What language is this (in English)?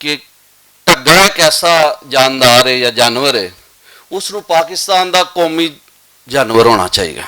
Western Panjabi